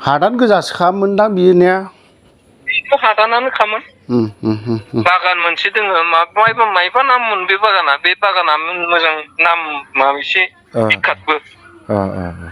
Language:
Bodo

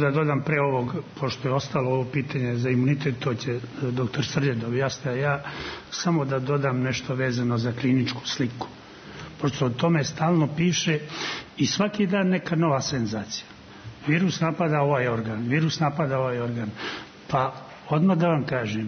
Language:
Serbian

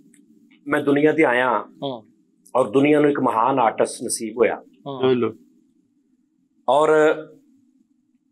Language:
Punjabi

